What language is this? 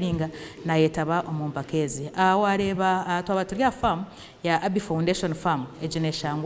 Nyankole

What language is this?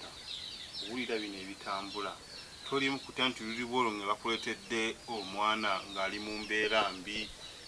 Ganda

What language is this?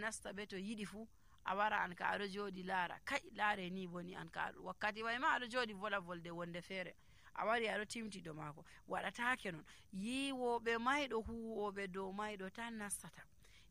Nigerian Fulfulde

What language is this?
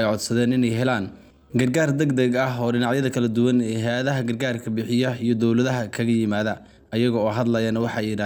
Somali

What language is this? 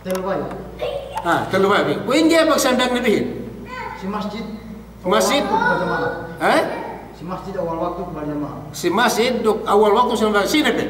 Yakan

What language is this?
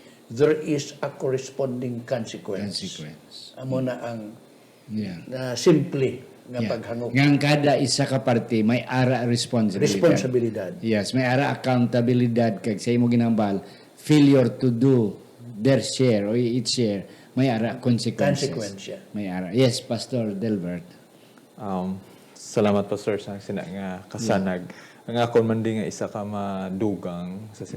Hiligaynon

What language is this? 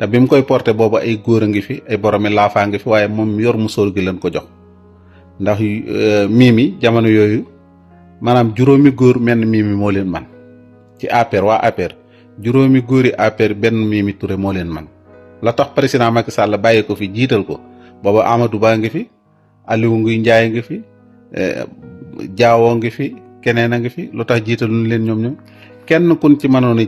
Wolof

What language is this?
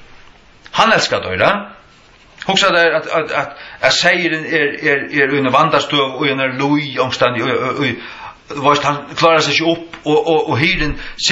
Faroese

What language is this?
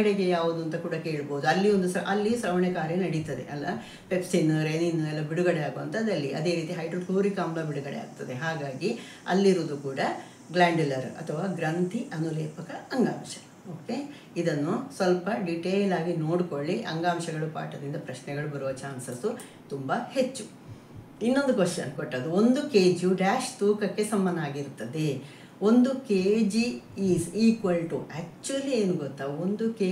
Kannada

